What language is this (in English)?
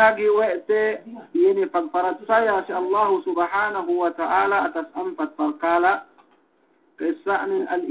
Yakan